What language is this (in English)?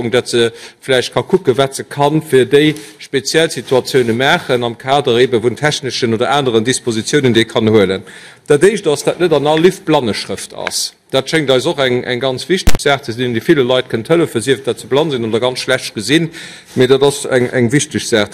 Luxembourgish